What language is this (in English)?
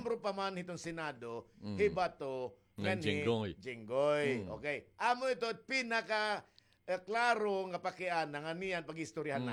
Waray